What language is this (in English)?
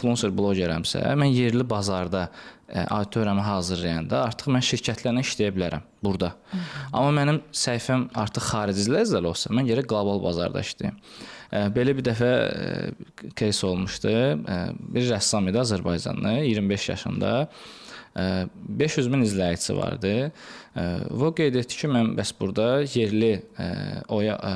Azerbaijani